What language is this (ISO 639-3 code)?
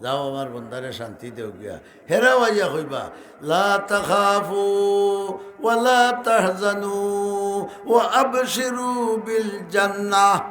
syl